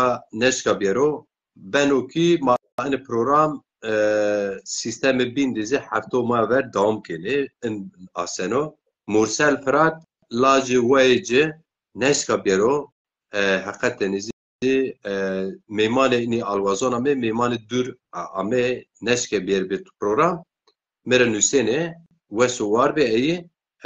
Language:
Zaza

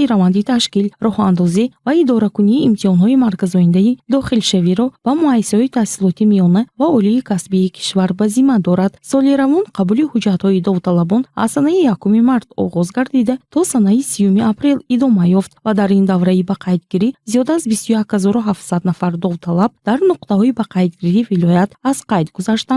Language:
Tajik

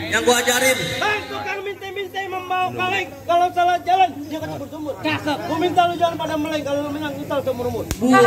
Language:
Betawi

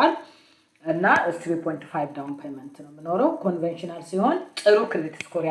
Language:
Amharic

